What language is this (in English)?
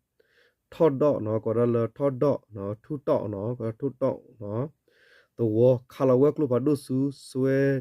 S'gaw Karen